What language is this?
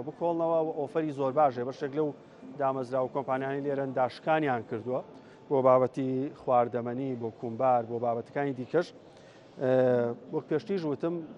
Central Kurdish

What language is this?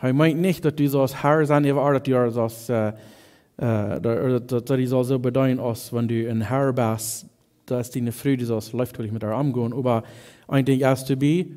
Plautdietsch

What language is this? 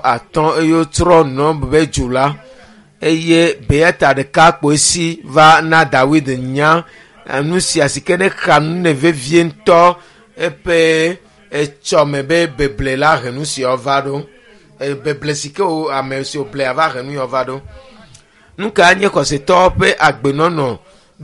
Ewe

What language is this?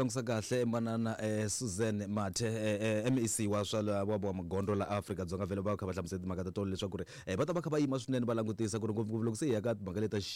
Tsonga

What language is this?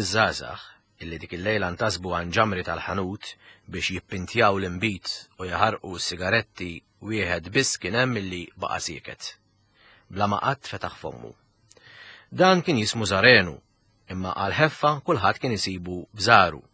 Maltese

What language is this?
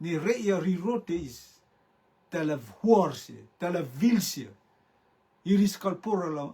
Rotuman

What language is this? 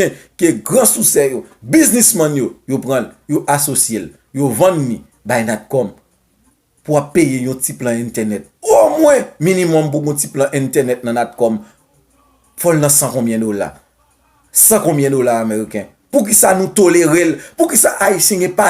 Haitian Creole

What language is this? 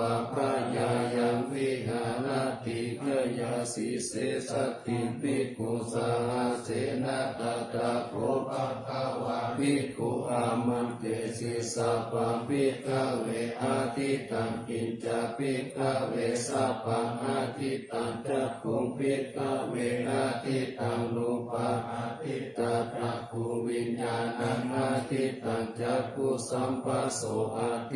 Pali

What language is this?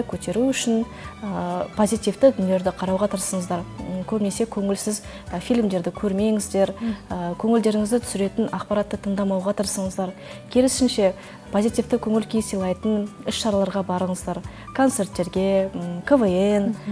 Kazakh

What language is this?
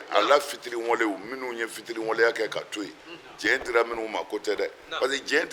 Bambara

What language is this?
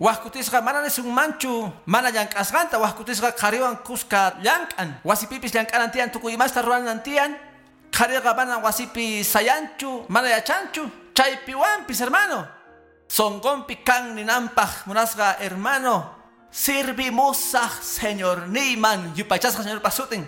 Quechua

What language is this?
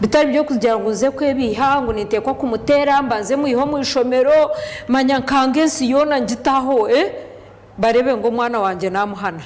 Nyankole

